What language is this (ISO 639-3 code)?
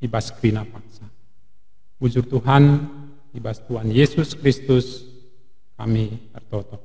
btx